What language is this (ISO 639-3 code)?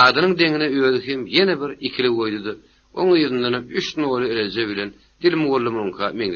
tuk